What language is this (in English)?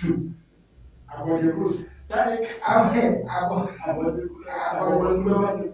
Ewe